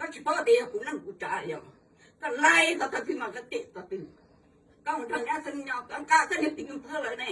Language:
Hmong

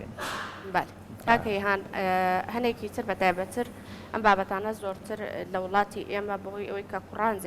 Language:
Central Kurdish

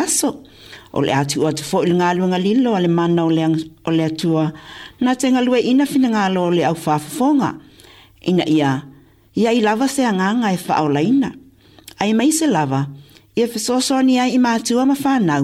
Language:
Samoan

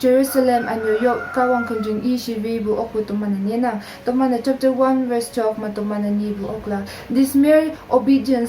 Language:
Konyak Naga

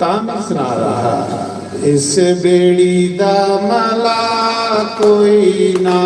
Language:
Dogri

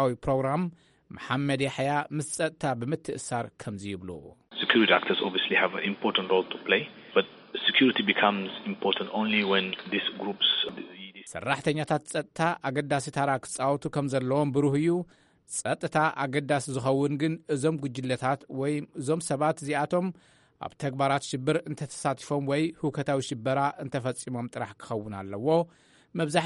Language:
Tigrinya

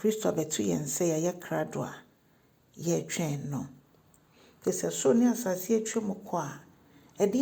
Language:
Akan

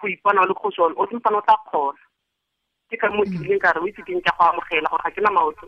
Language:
Tswana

